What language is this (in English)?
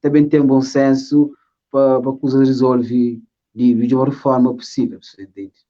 Kabuverdianu